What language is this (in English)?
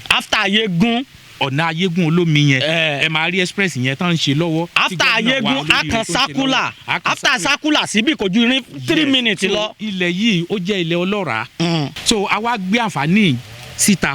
Yoruba